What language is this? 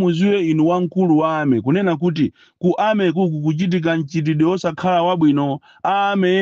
Nyanja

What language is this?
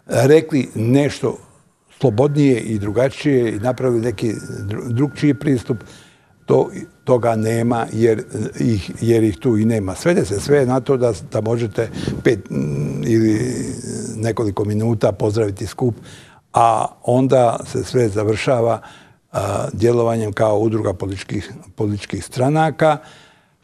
Bosnian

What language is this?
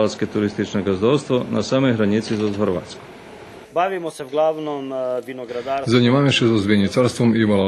Rusyn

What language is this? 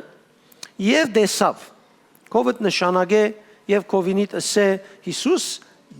Western Armenian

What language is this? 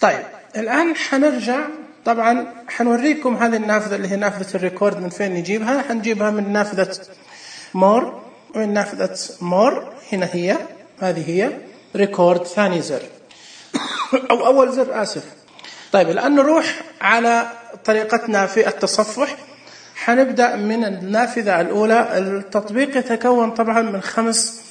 Najdi Arabic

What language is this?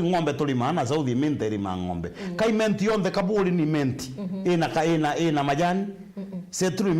Meru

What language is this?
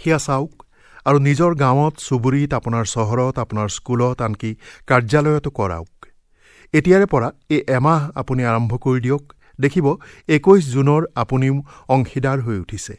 Assamese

